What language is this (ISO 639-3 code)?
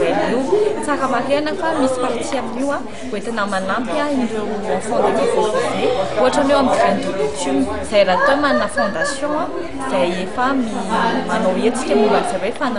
mlg